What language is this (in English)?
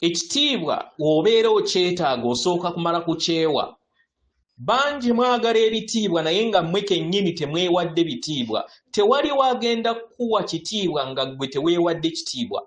Ganda